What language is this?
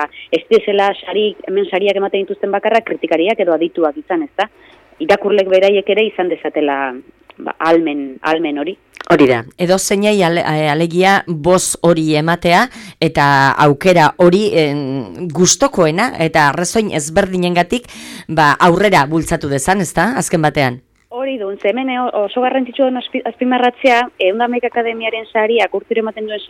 Basque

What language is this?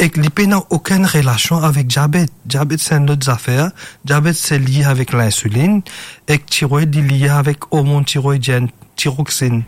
Morisyen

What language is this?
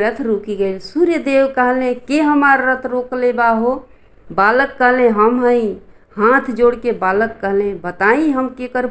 Bhojpuri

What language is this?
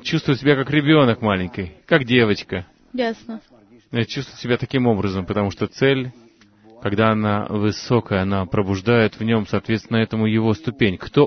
Russian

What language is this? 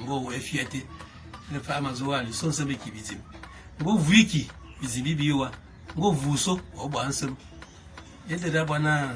Fang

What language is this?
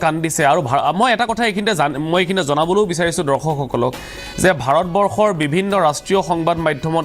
Assamese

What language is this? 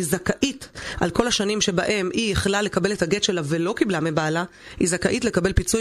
Hebrew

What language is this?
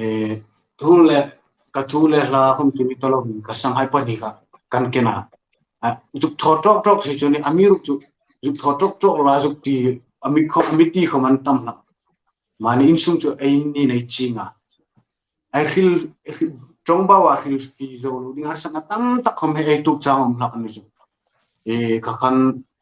Hmar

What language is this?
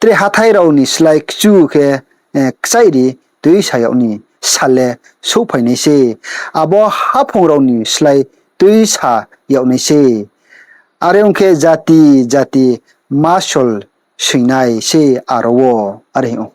Riang (India)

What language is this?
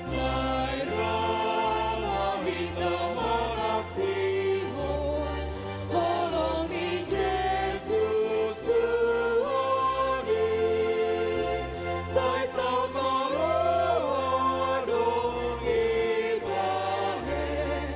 Batak Simalungun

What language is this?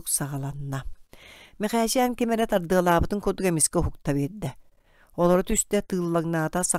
Yakut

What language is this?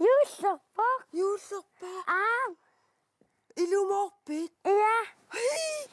Kalaallisut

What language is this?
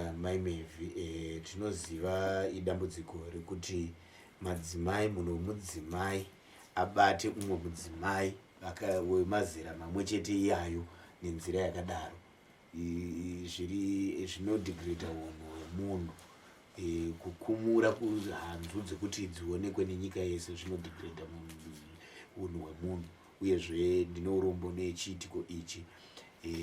Shona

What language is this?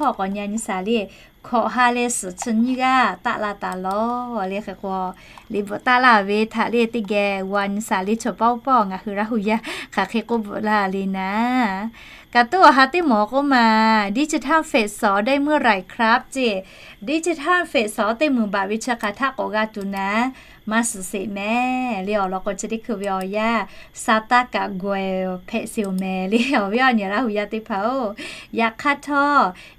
Lahu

